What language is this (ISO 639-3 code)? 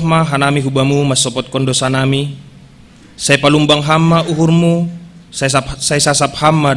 bts